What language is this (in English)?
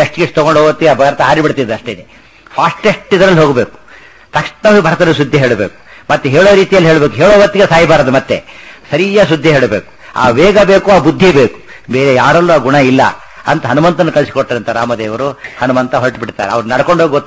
Kannada